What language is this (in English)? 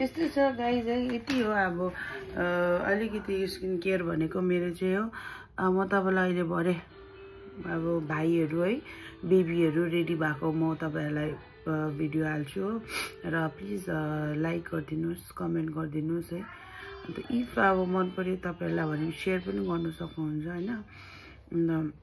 Nepali